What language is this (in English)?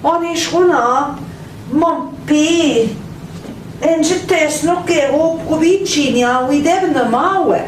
Central Ojibwa